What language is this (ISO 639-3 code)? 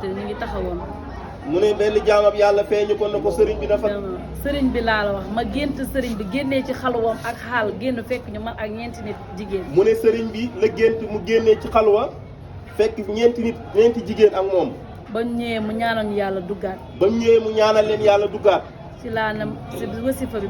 wol